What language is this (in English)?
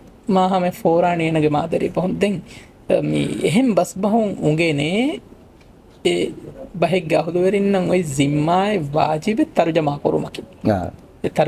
Divehi